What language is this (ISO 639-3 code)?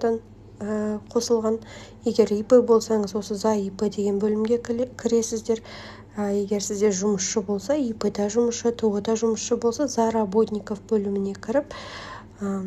kaz